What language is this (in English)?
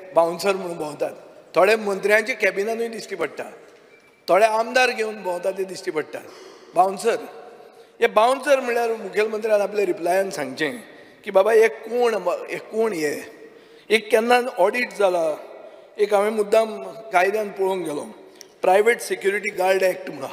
Konkani